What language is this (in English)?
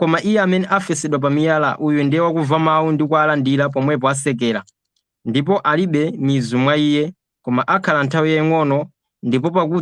Nyanja